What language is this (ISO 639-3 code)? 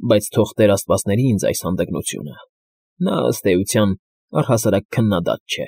hye